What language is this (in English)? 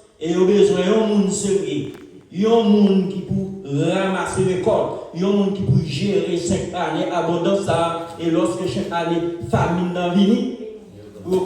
Haitian Creole